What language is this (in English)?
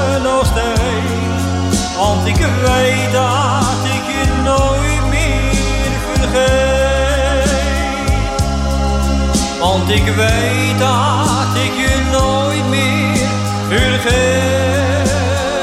Dutch